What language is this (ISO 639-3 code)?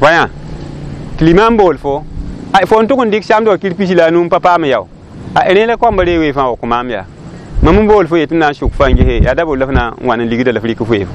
mos